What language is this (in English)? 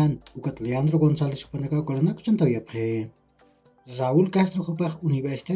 Aymara